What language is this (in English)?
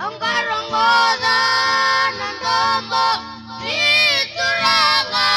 Fijian